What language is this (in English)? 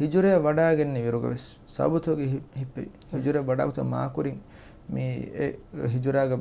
Divehi